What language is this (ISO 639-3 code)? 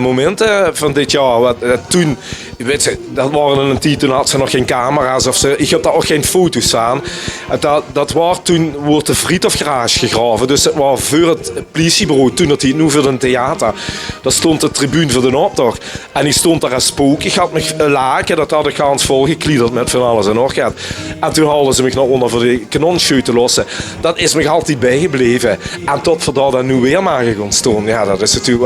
lim